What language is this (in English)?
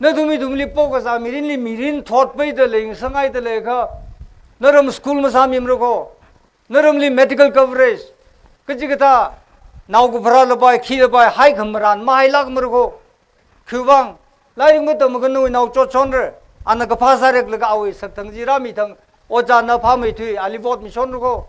Tangkhul Naga (India)